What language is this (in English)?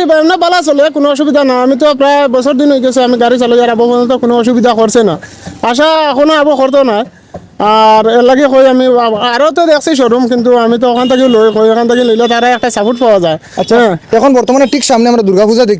Sylheti